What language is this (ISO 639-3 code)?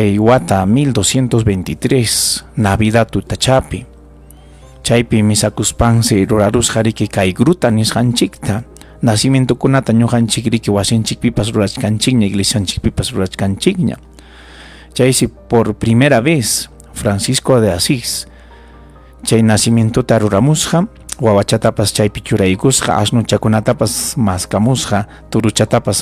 quy